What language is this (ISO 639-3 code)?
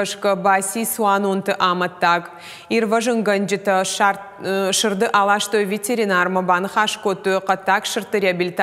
oss